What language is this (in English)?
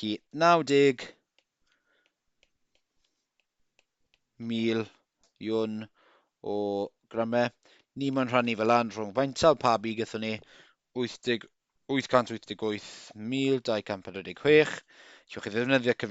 Welsh